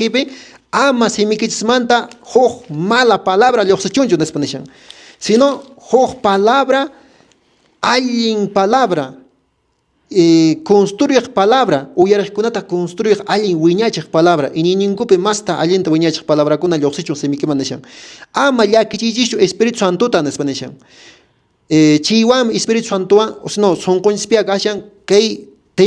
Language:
Quechua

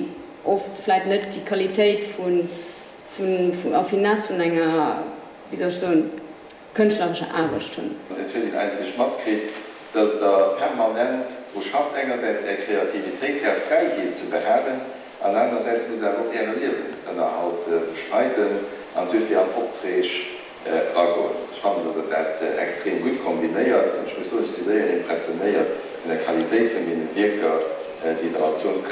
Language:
Luxembourgish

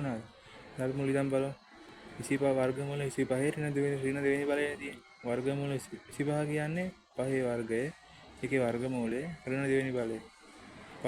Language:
Sinhala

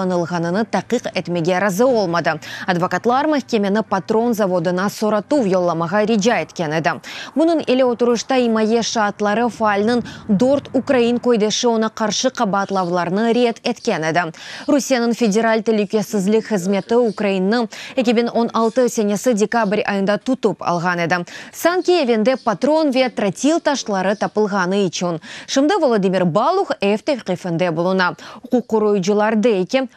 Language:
Crimean Tatar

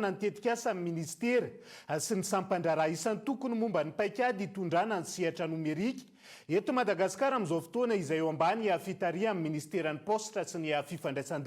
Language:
Malagasy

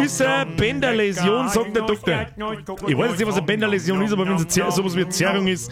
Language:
Bavarian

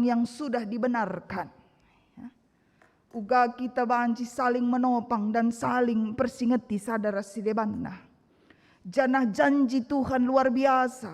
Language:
Batak Karo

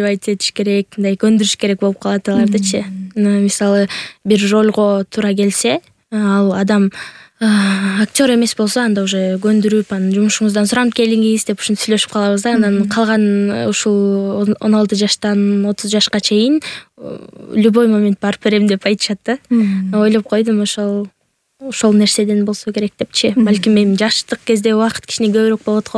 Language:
Kyrgyz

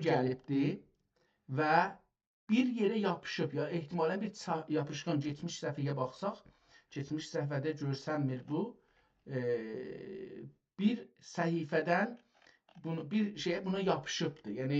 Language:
South Azerbaijani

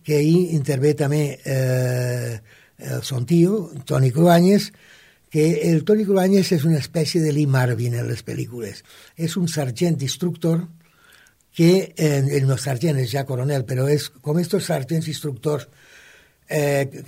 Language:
Catalan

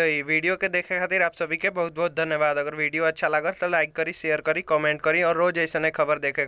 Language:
Bhojpuri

